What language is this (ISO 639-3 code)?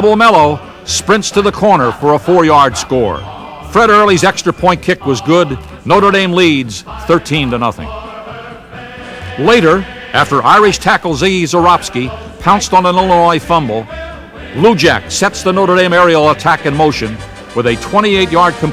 eng